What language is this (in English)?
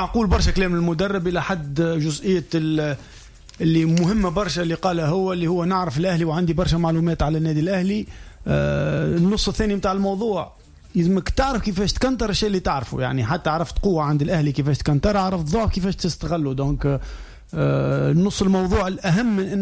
Tunisian Arabic